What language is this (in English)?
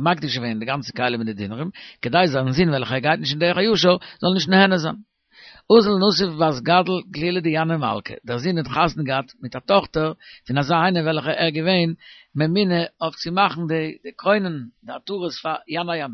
Yiddish